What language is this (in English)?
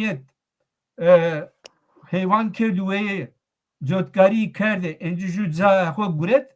Zaza